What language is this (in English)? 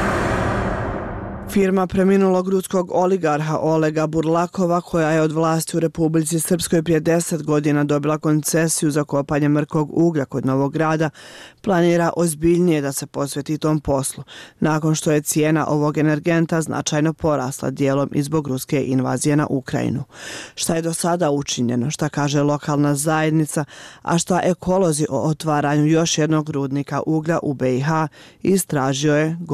Bosnian